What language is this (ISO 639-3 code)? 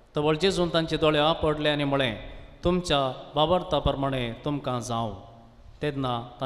kok